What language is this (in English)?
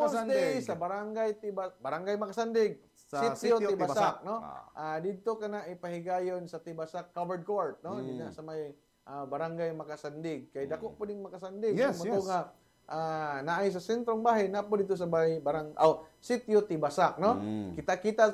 Cebuano